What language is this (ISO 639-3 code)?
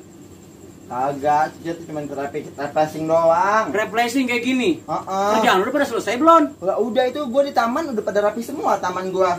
bew